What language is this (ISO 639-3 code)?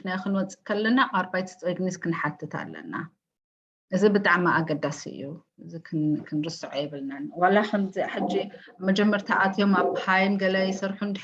tir